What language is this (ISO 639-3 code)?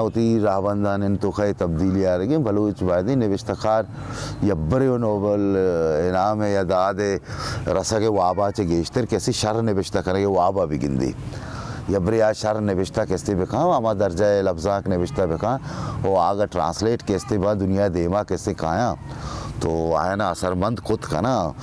bal